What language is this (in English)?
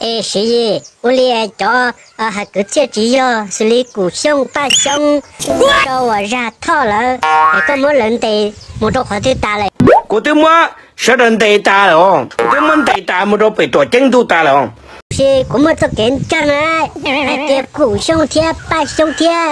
Hmong